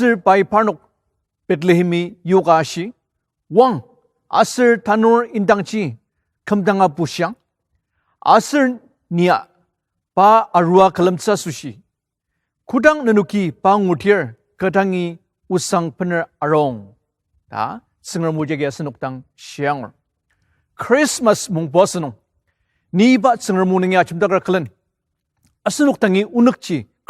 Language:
Ao Naga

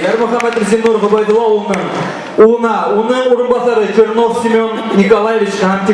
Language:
Bashkir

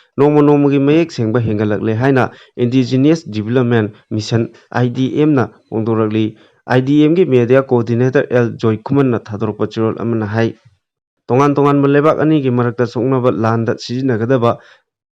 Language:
Manipuri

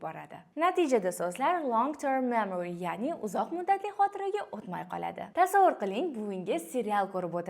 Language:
Uzbek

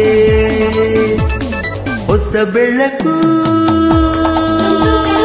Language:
Kannada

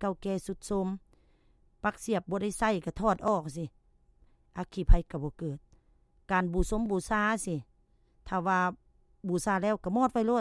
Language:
Lao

